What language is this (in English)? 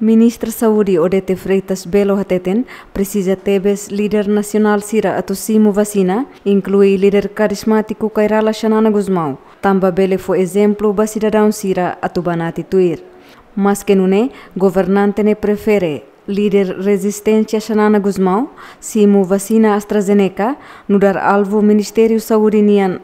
Tetum